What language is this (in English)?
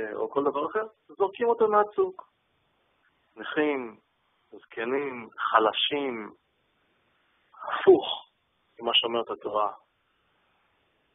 Hebrew